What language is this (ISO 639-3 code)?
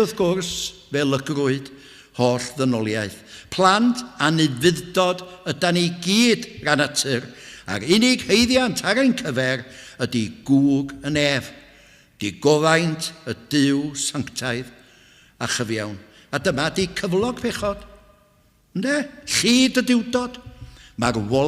cym